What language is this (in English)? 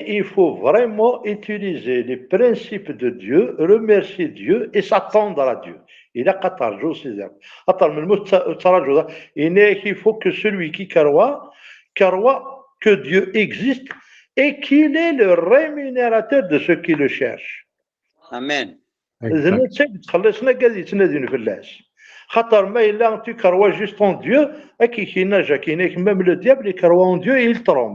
Kabyle